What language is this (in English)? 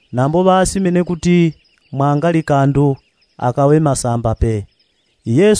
Yao